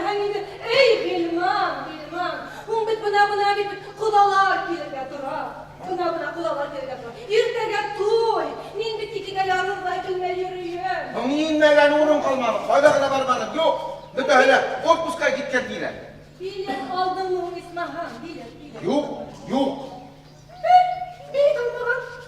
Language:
Bashkir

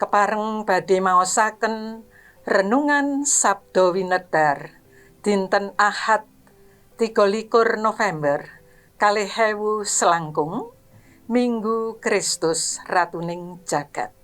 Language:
Javanese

